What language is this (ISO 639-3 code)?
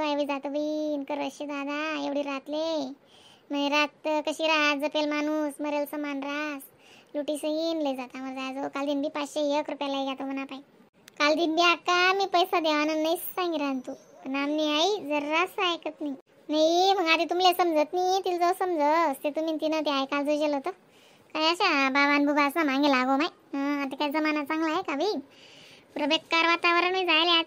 khn